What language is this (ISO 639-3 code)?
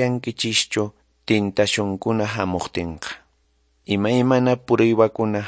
que